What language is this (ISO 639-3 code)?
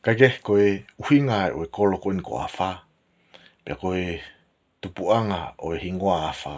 ton